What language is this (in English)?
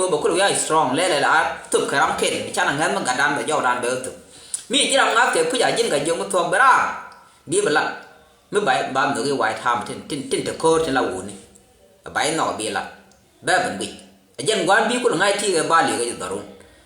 Nuer